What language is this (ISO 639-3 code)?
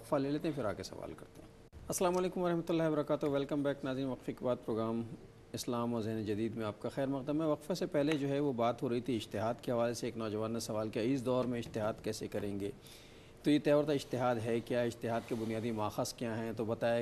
urd